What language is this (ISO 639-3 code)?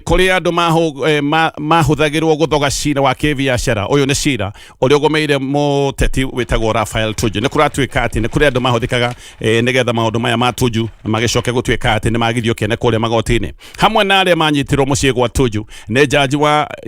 kik